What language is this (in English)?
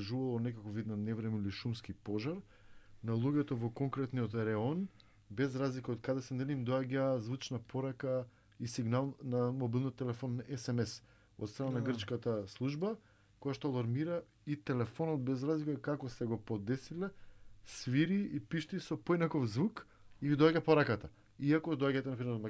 Macedonian